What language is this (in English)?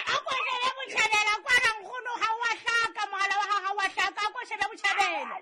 Southern Sotho